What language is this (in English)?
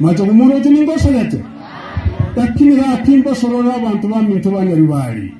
Gusii